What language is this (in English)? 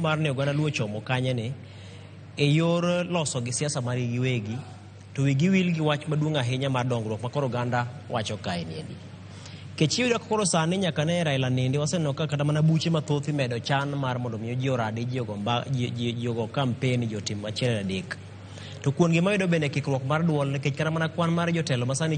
Luo (Kenya and Tanzania)